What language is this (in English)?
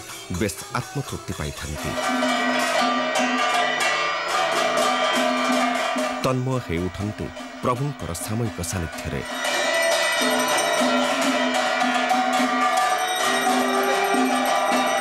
Odia